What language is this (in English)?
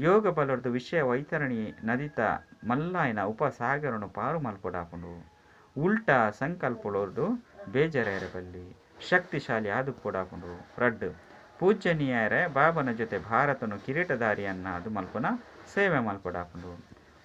Tulu